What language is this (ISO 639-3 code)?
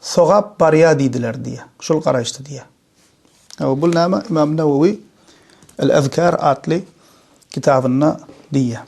tuk